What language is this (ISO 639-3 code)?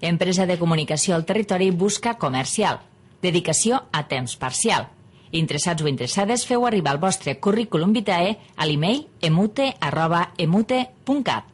cat